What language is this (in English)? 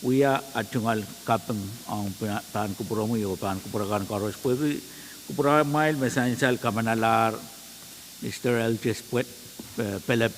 Pohnpeian